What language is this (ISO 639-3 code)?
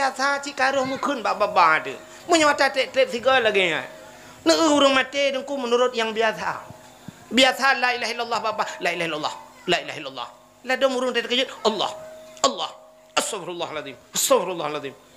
ace